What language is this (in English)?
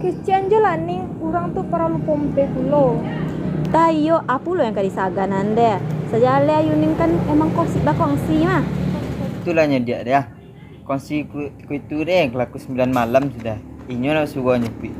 Minangkabau